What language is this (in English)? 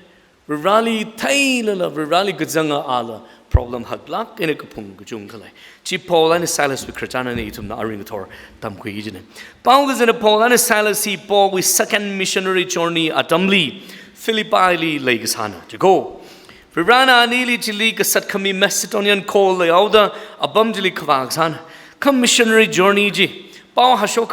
Tangkhul Naga (India)